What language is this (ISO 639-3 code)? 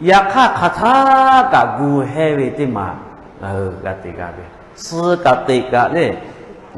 lhu